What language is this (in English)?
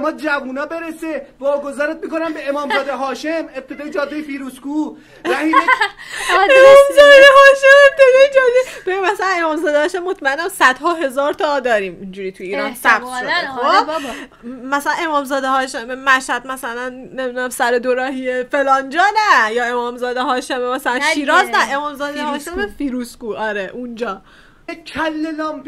Persian